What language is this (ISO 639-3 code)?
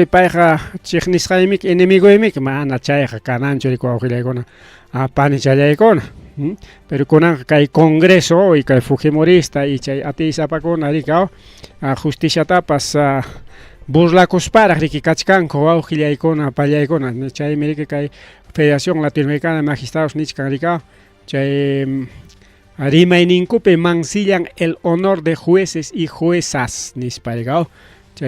quy